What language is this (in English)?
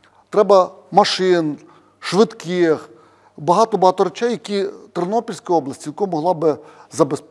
Ukrainian